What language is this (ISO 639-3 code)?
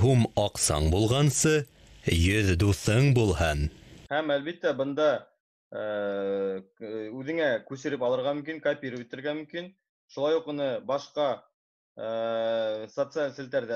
bak